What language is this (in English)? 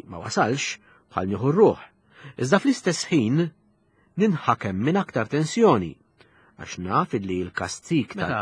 Maltese